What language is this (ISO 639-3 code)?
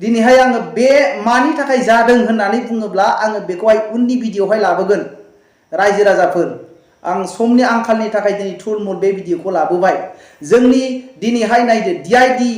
brx